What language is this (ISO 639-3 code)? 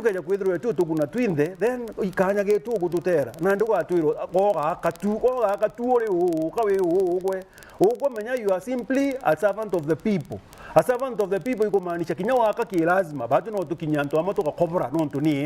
mer